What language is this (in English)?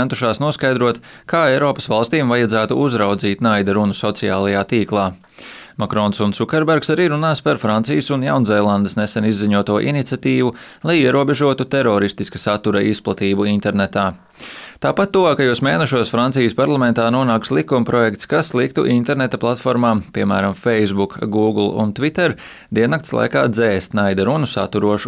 Latvian